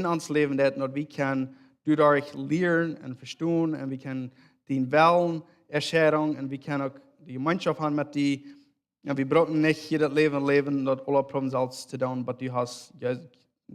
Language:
Plautdietsch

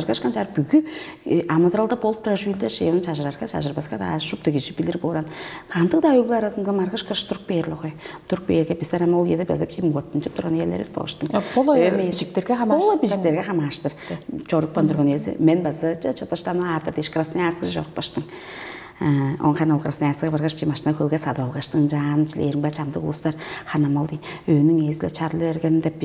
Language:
Tuvinian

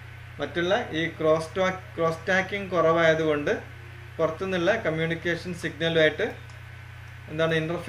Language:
Malayalam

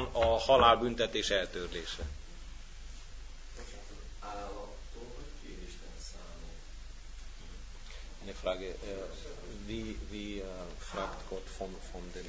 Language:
Hungarian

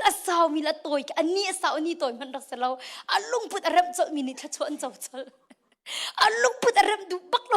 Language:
Hakha Chin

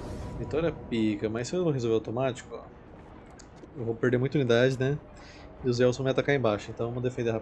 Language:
Portuguese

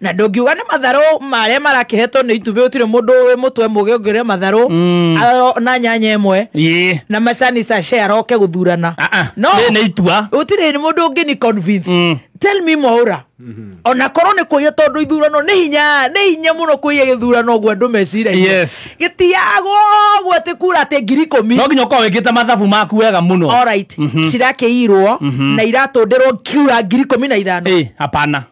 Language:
Kikuyu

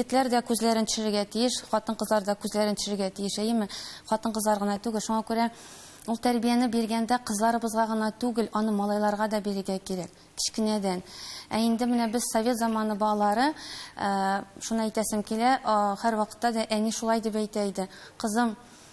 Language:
Tatar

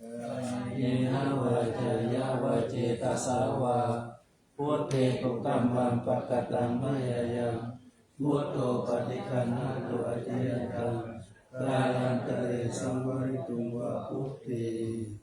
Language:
Pali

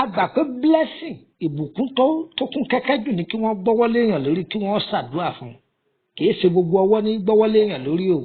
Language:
Yoruba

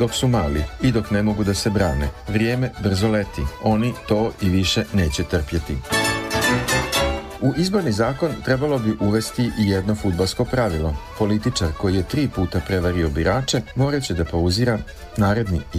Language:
Serbian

